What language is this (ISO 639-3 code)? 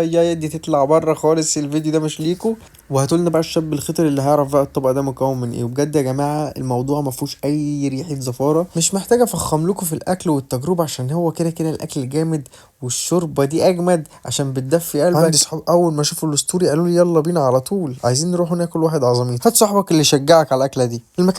arz